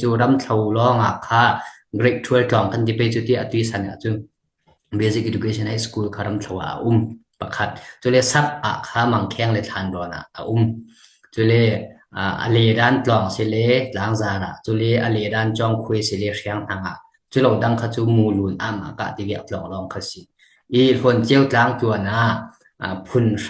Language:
Falam Chin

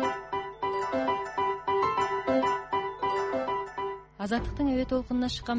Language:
Kazakh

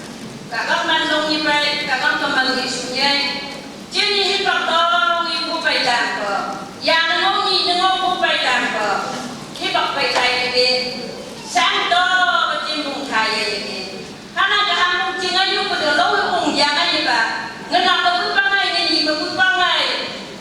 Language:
Phom Naga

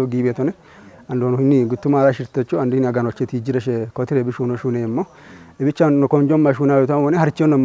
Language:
Kafa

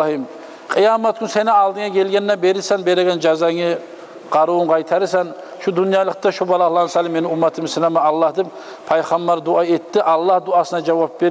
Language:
Kumyk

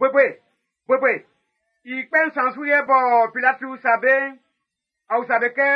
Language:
Baoulé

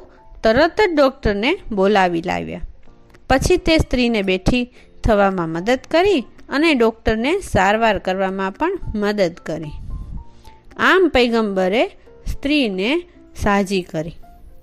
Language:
Gujarati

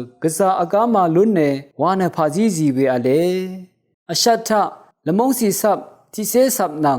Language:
Rawang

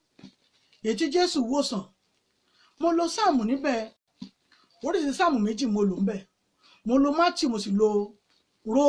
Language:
Yoruba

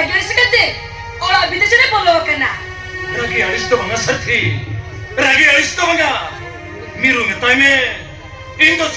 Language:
Santali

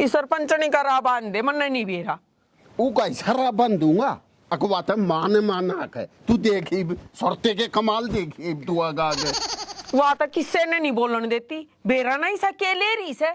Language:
Haryanvi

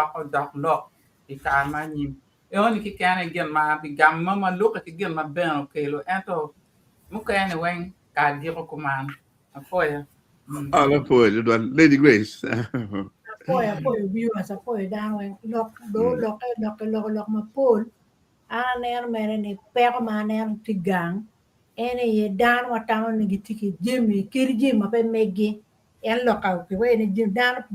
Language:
Acoli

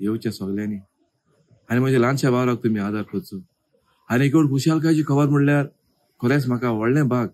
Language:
Konkani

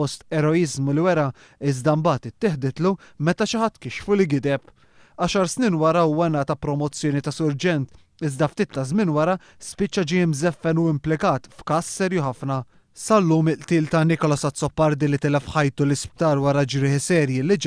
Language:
Maltese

